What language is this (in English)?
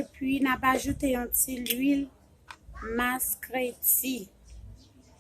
Haitian Creole